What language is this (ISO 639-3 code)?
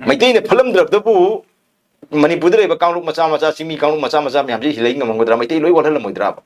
mni